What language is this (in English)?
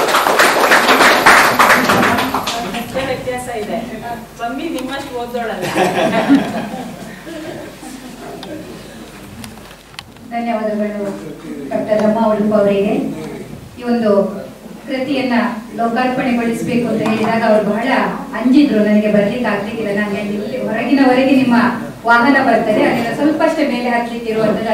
Kannada